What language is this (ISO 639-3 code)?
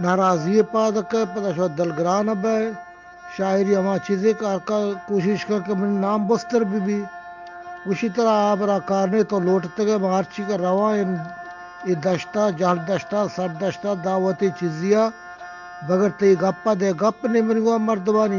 bgp